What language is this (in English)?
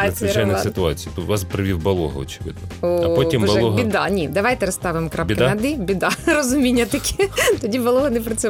Ukrainian